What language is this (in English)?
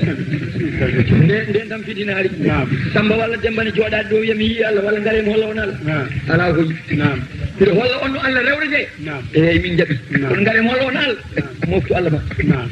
Fula